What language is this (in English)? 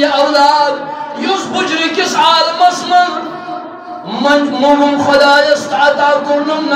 Kashmiri